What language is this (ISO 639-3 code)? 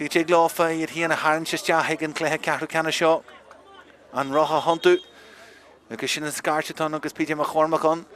gle